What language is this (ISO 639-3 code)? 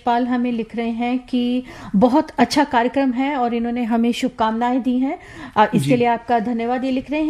hin